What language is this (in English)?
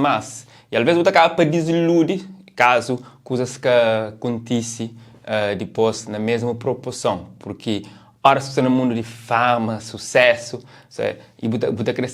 Kabuverdianu